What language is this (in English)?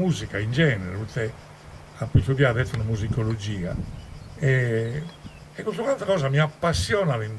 Sardinian